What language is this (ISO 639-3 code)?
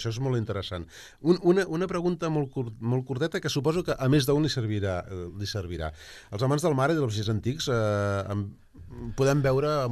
cat